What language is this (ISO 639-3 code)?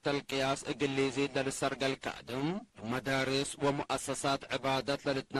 tig